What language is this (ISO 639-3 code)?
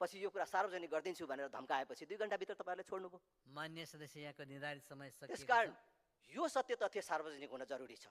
nep